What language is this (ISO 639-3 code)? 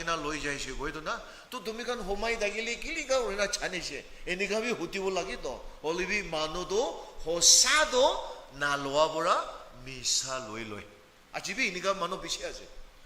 nag